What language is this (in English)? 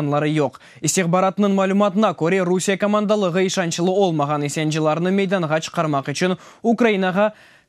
Crimean Tatar